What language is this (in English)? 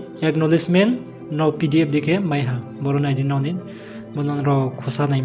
Riang (India)